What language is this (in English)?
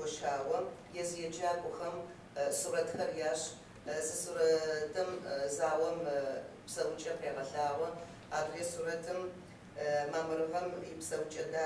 Kabardian